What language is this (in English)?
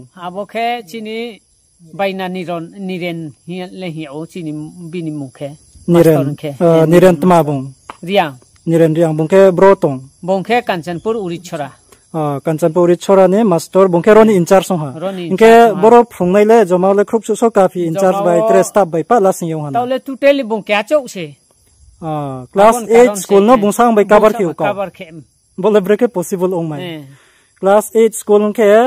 Riang (India)